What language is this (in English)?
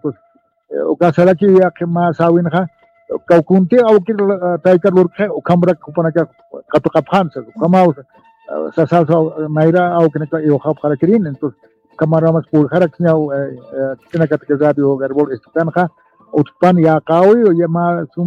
Aymara